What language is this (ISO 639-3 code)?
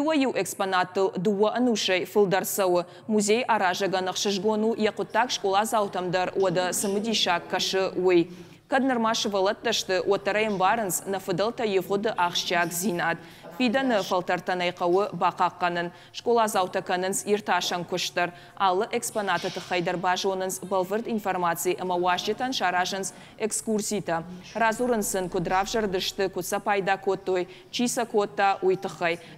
oss